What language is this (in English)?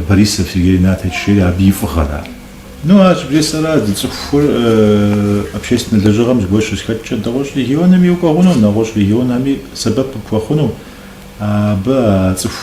Kabardian